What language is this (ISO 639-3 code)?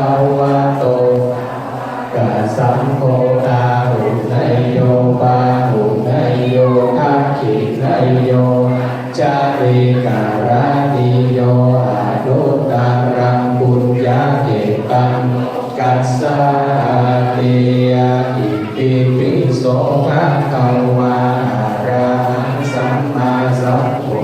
pli